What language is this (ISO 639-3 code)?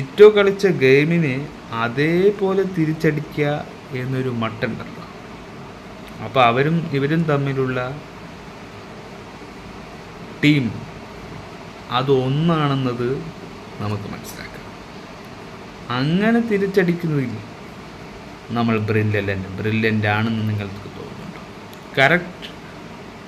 mal